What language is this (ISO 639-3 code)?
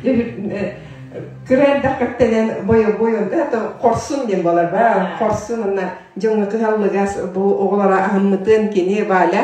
sah